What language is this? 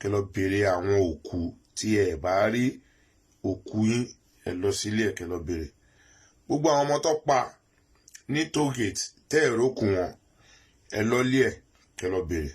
Yoruba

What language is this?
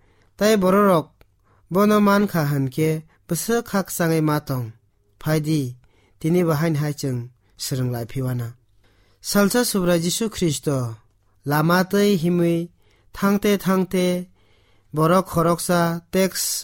Kok Borok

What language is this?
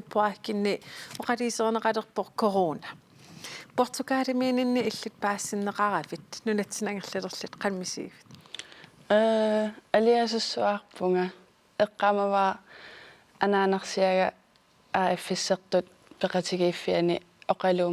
Kalaallisut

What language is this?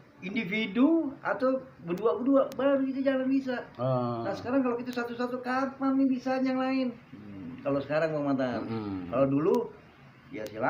Betawi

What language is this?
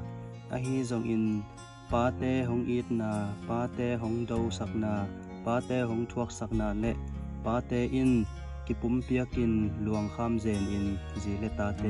Tedim Chin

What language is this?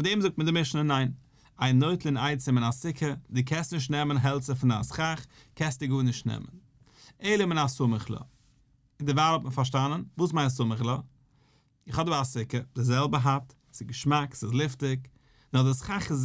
Yiddish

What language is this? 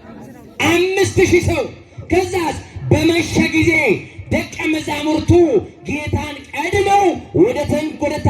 Amharic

